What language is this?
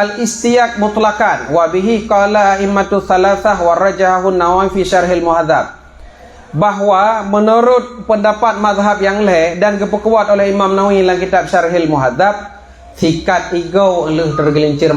Achinese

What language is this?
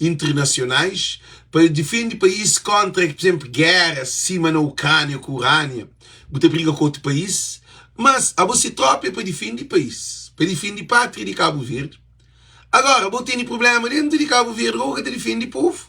Kabuverdianu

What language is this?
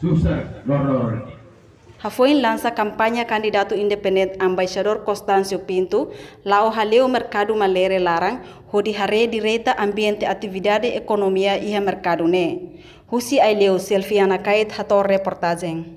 Tetum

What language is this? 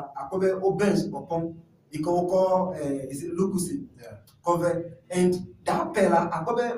Ewe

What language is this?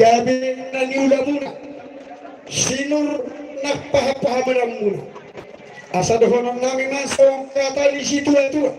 Batak Toba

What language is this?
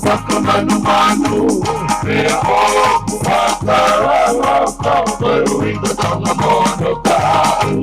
Tongan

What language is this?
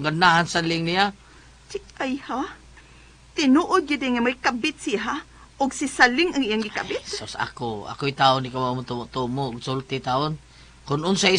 Cebuano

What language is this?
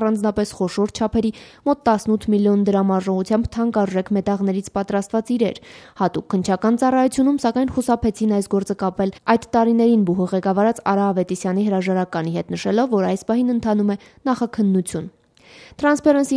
Armenian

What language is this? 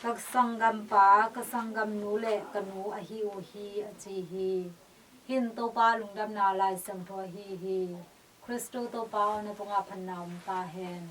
Tedim Chin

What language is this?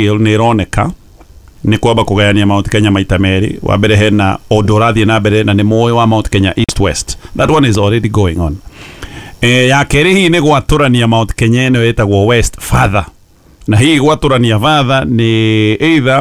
Kikuyu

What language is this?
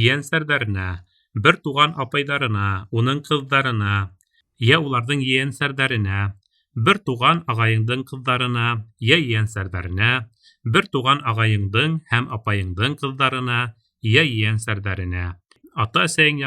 Bashkir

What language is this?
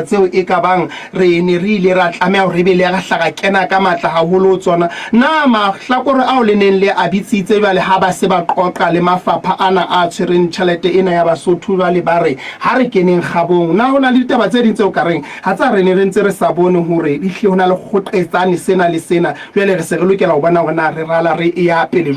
Southern Sotho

